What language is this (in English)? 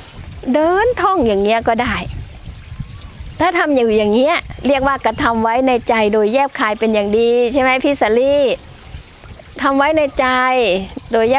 Thai